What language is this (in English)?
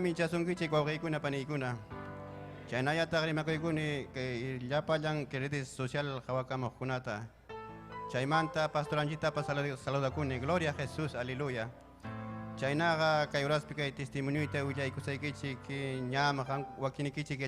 Ayacucho Quechua